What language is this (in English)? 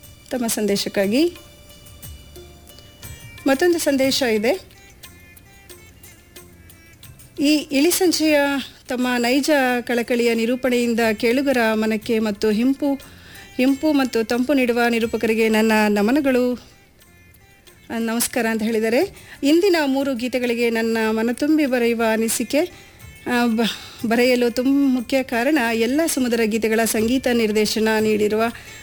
Kannada